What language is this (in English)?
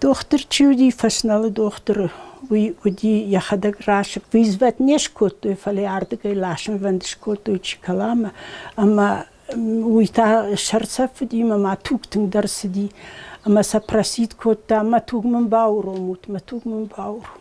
Ossetic